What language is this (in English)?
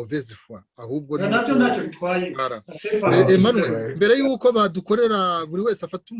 Kinyarwanda